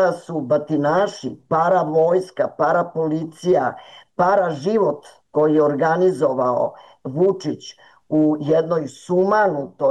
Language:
Serbian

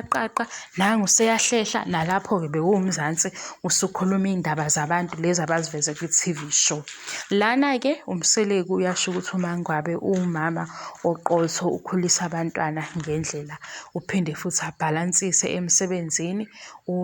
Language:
Zulu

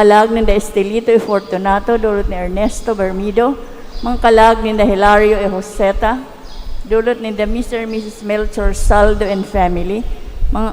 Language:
Bikol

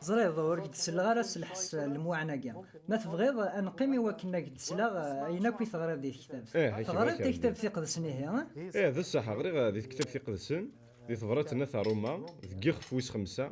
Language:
Kabyle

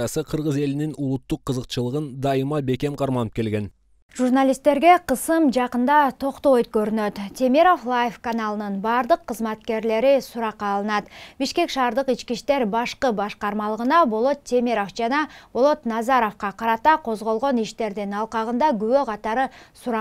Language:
Kyrgyz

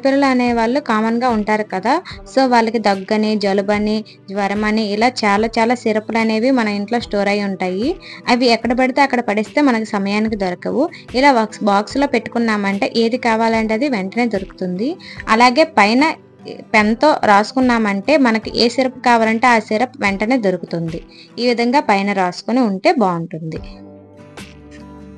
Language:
Telugu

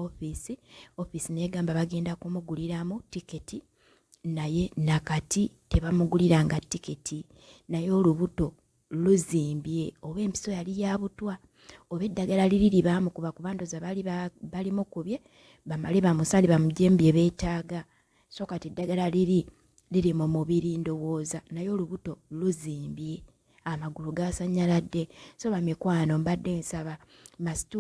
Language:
Ganda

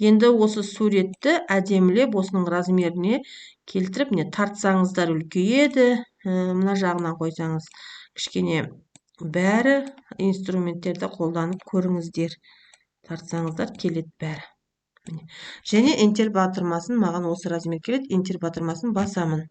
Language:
Kazakh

